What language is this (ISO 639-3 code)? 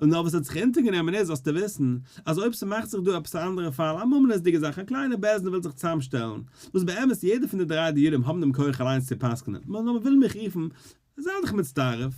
yid